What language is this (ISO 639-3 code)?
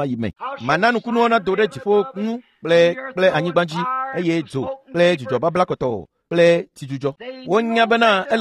ewe